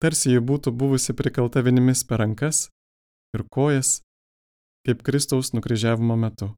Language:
Lithuanian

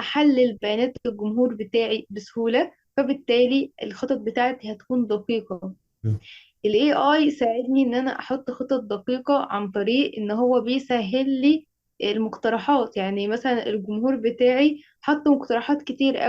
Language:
Egyptian Arabic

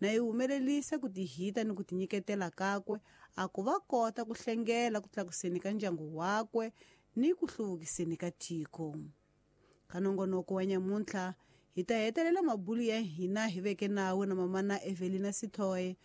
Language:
Tsonga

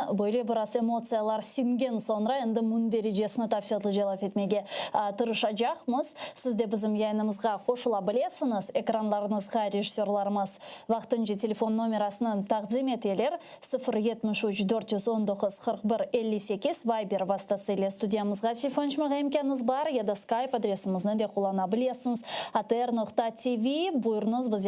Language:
Crimean Tatar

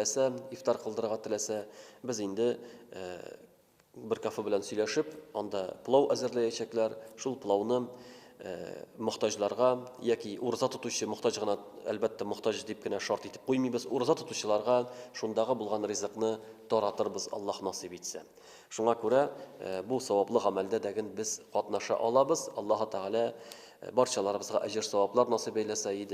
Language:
Tatar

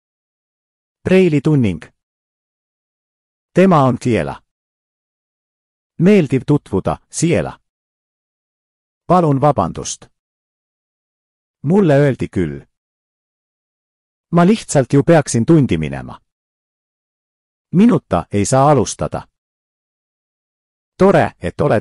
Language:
Estonian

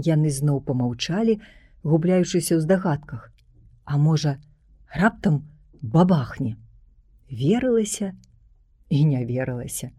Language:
Belarusian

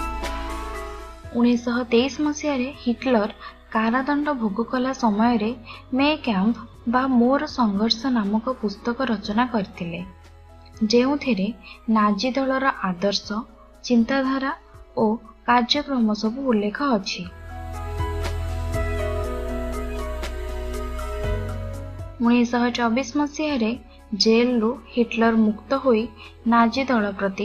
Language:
Odia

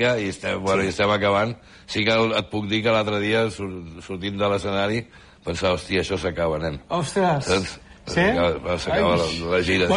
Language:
Catalan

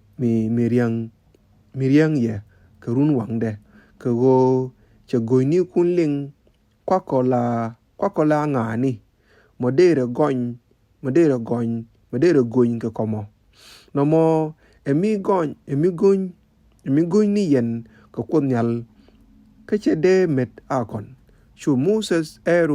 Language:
Nuer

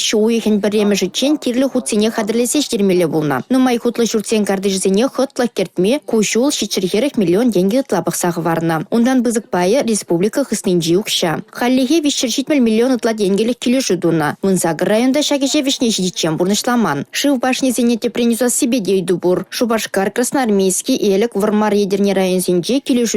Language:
Chuvash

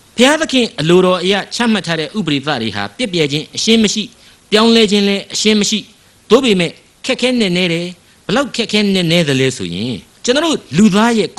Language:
Burmese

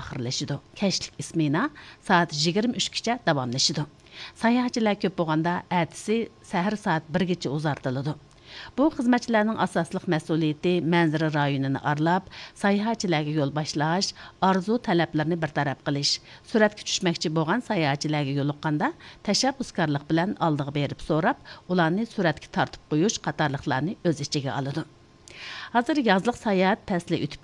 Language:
Uyghur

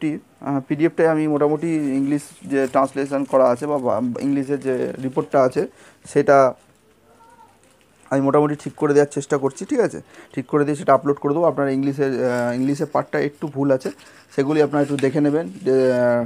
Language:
Bangla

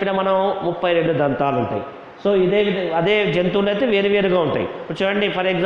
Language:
Telugu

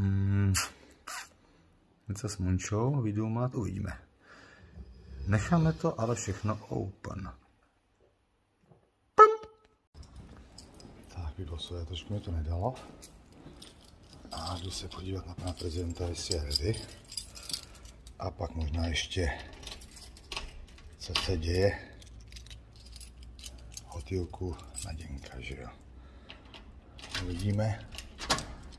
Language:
Czech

